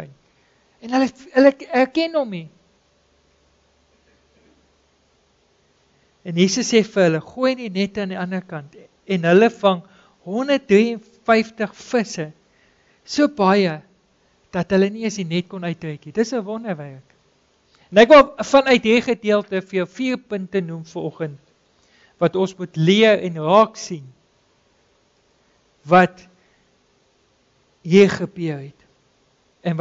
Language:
Afrikaans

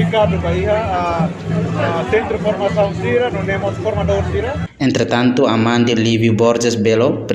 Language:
Tetum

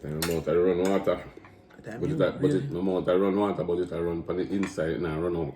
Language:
Jamaican Creole English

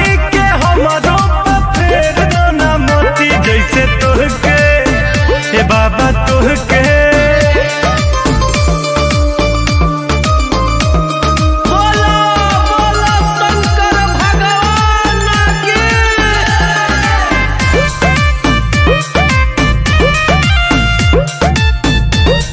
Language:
Bhojpuri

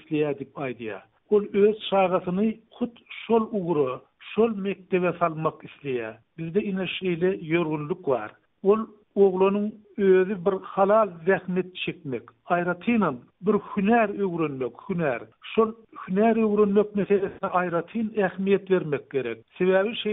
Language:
Turkmen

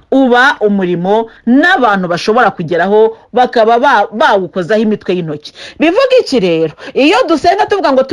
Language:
Kinyarwanda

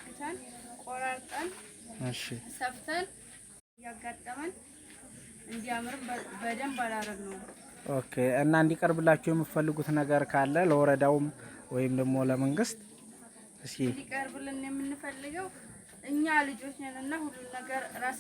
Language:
Amharic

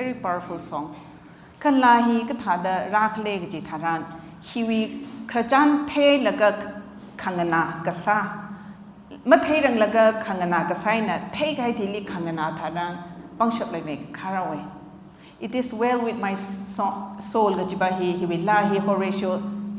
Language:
Tangkhul Naga (India)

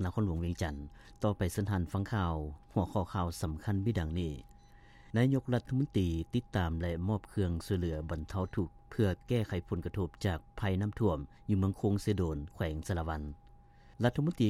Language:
Lao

